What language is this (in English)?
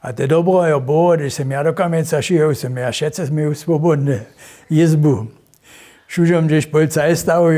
Upper Sorbian